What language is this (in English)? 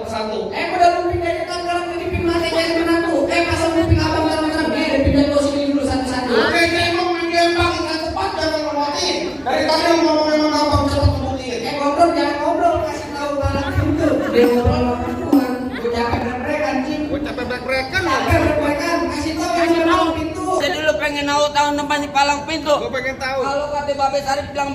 Betawi